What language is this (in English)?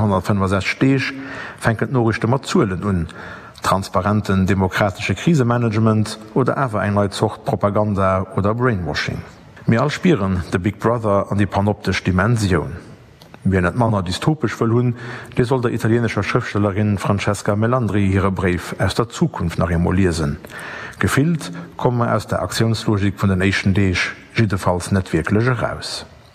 Luxembourgish